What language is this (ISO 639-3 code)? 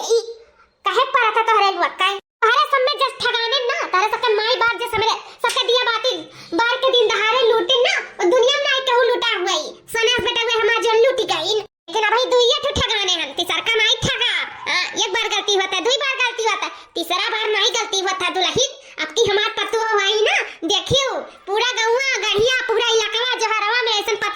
awa